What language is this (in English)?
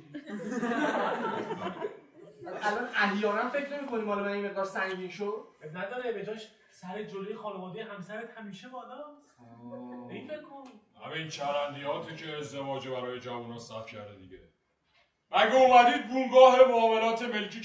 Persian